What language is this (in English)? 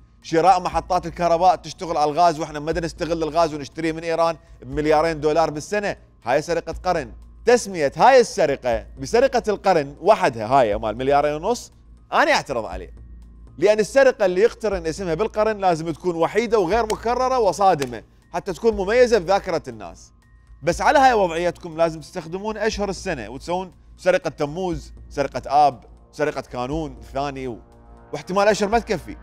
Mesopotamian Arabic